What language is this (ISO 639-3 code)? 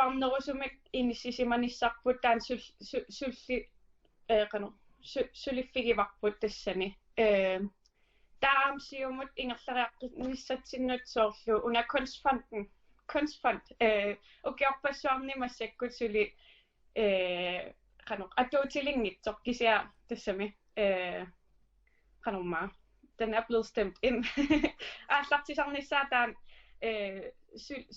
kal